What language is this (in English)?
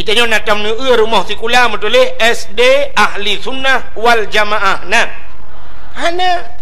Achinese